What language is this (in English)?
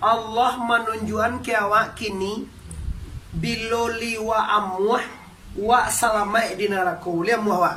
Minangkabau